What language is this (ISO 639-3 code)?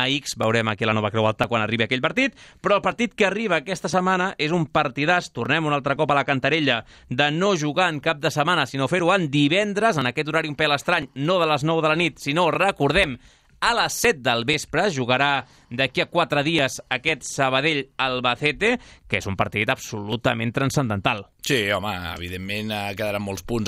cat